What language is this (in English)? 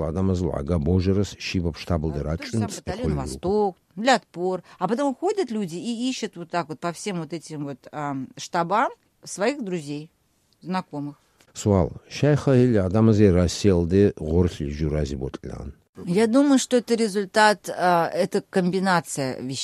Avaric